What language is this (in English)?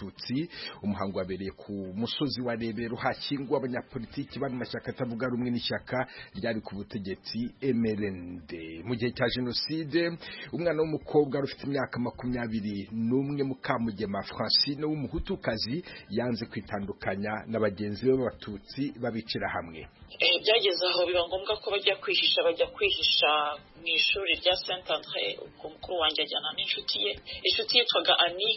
Kinyarwanda